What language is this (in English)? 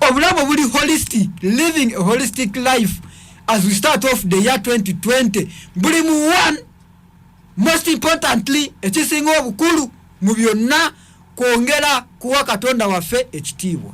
Ganda